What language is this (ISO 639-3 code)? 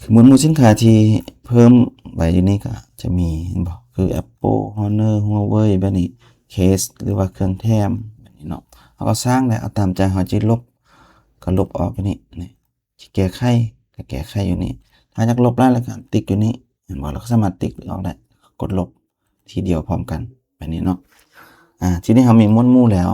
lao